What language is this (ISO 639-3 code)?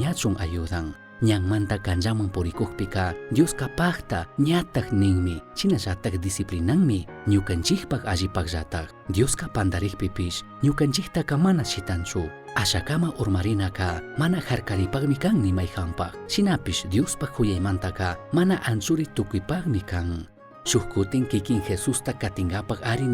qug